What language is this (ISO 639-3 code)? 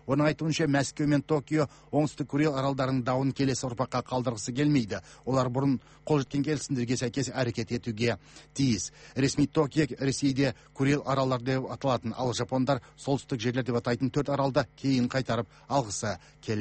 kaz